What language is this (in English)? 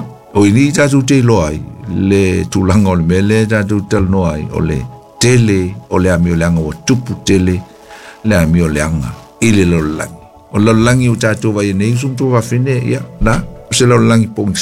Samoan